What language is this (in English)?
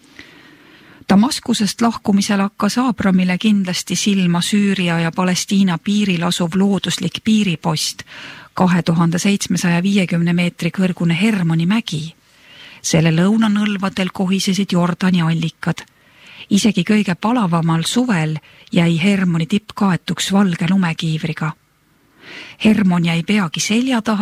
Estonian